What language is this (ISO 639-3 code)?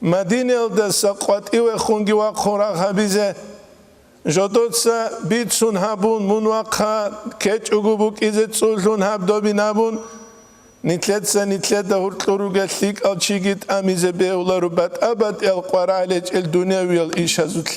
ava